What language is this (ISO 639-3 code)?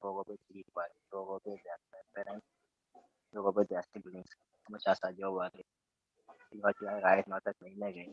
kln